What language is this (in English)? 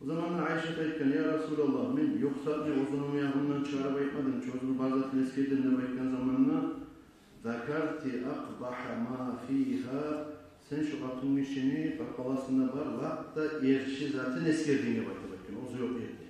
Kumyk